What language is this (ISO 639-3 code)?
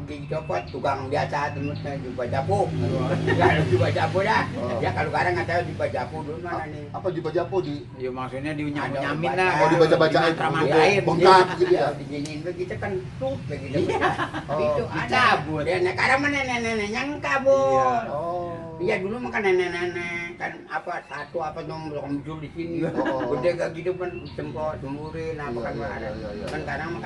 bew